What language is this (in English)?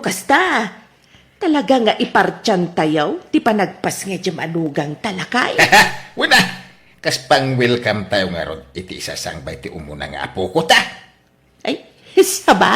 Iloko